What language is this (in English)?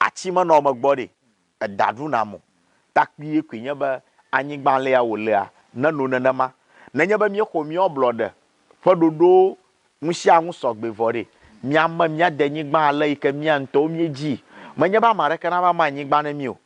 Ewe